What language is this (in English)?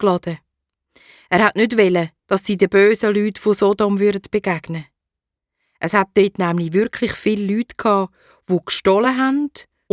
Swiss German